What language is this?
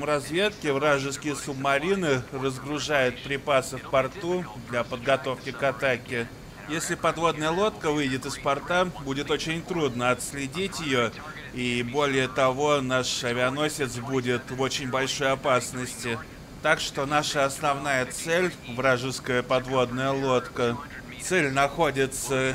Russian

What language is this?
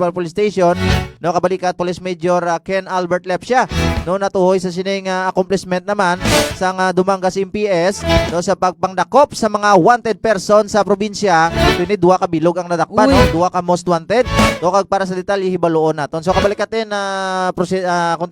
Hiligaynon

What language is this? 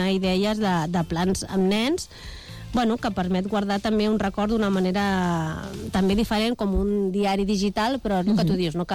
Catalan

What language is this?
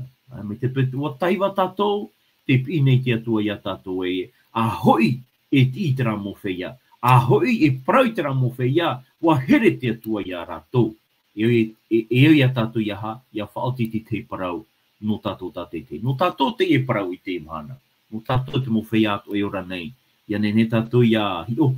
Tahitian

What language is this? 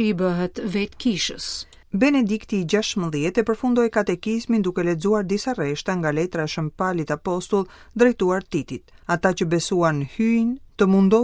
Albanian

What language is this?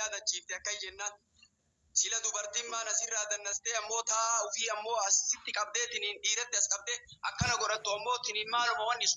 Oromo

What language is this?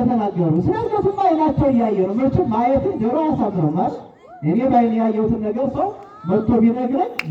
Amharic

